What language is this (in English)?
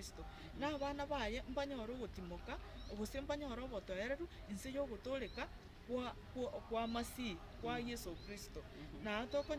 Gusii